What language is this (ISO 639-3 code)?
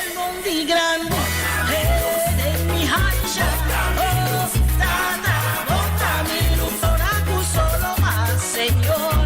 pap